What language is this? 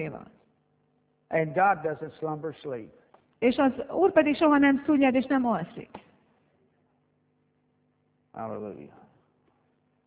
Hungarian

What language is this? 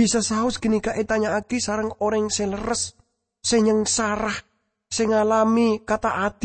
Madurese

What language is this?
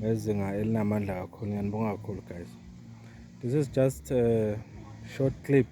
Zulu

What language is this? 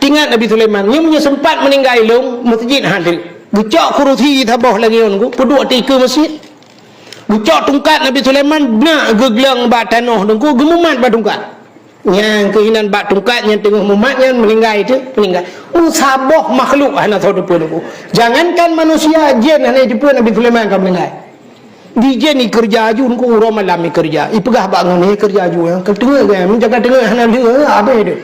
Achinese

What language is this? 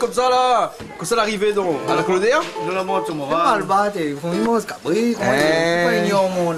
Réunion Creole French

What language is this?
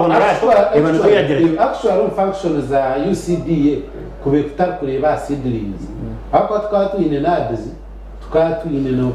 Nyankole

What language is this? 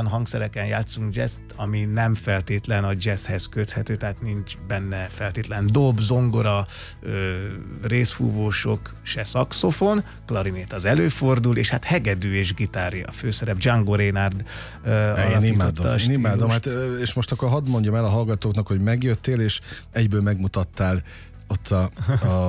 Hungarian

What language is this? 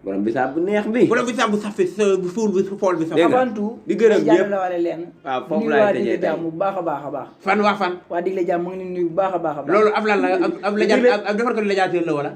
Wolof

